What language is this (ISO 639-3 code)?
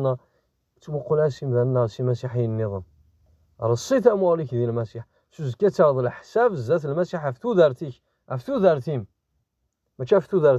kab